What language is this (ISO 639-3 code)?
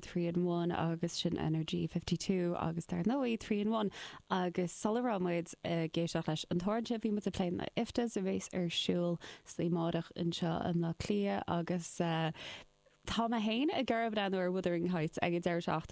gle